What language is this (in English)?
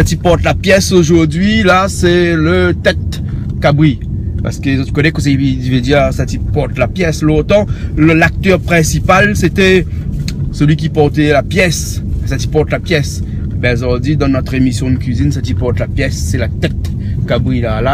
Réunion Creole French